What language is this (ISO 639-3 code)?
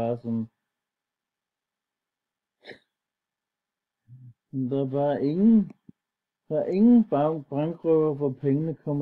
dan